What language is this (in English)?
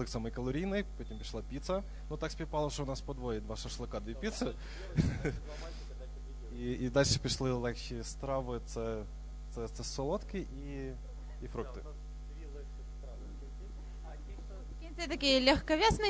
Ukrainian